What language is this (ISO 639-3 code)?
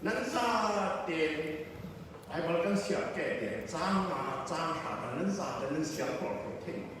cfm